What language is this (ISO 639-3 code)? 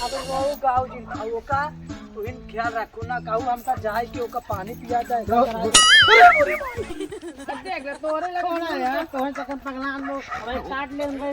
awa